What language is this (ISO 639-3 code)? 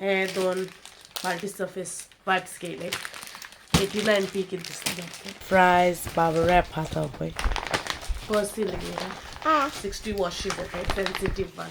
kok